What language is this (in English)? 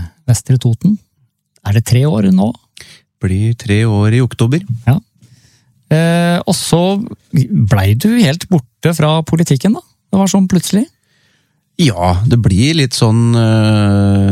Norwegian